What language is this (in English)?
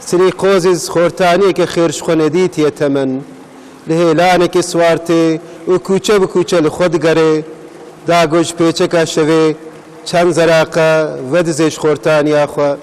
Kurdish